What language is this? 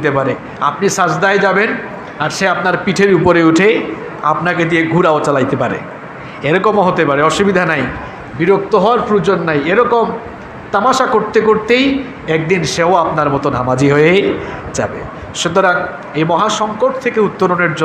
Bangla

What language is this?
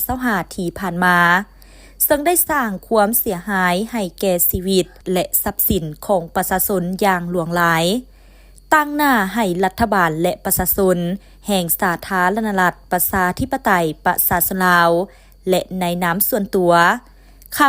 Lao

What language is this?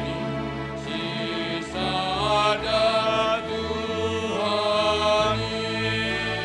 Batak Simalungun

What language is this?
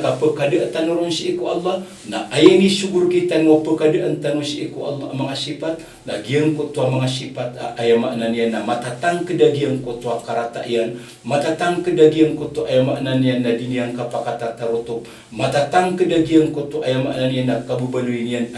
Maranao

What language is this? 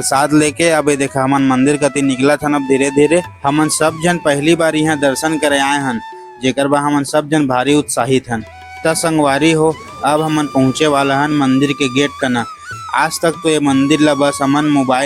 Chhattisgarhi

